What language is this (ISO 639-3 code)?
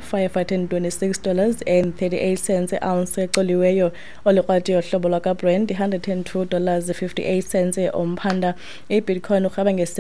xho